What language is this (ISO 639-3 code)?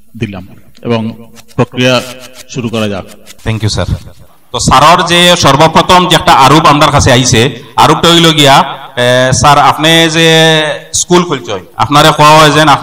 syl